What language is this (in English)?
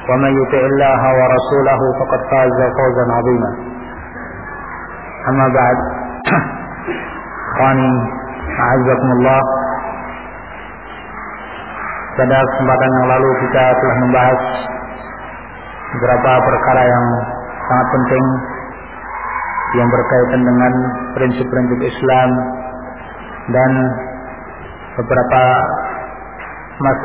Indonesian